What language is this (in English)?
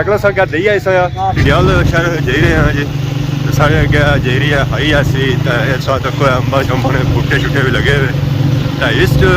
Pahari-Potwari